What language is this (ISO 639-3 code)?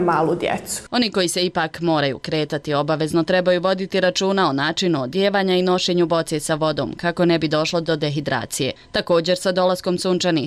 bos